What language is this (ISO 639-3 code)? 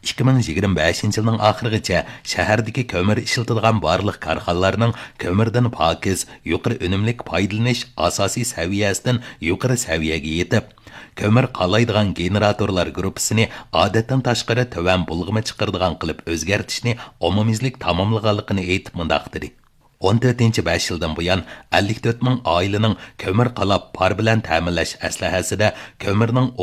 uig